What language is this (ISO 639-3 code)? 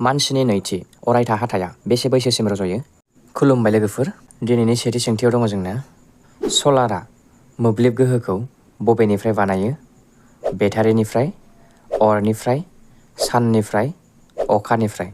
brx